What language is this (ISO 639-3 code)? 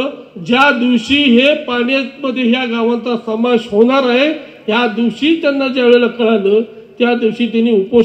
mar